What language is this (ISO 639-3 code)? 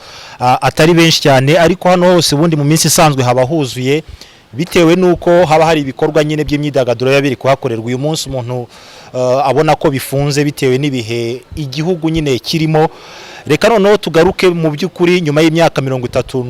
kin